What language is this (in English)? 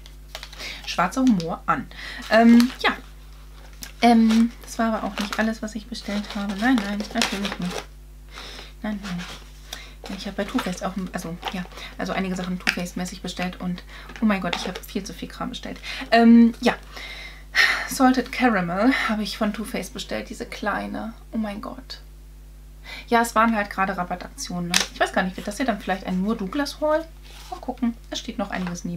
German